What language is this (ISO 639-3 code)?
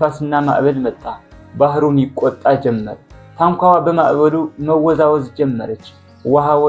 amh